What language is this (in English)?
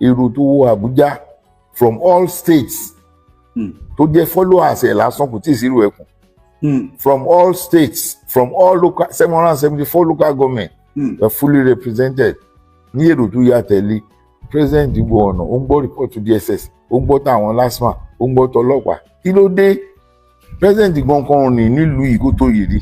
Yoruba